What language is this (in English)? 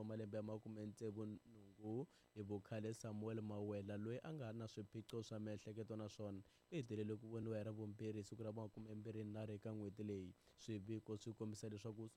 Tsonga